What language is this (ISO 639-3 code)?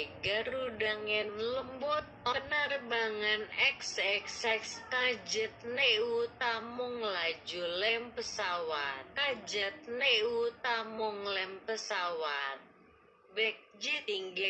ace